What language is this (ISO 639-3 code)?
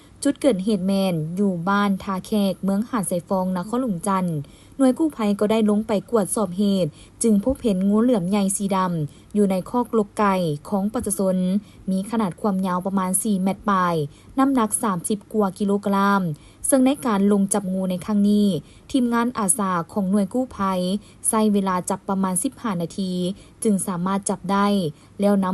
lao